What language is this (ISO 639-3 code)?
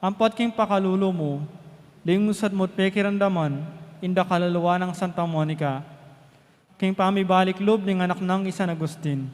pam